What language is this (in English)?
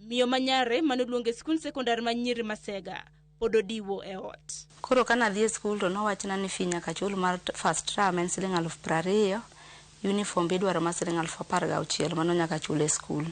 Luo (Kenya and Tanzania)